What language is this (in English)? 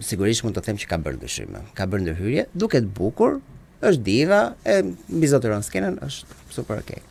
Albanian